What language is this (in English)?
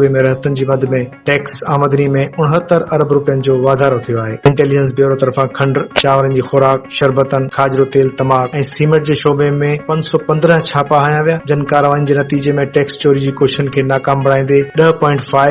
Sindhi